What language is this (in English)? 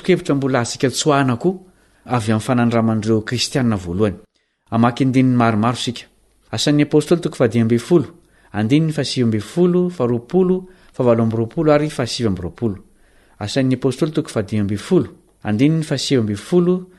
Malagasy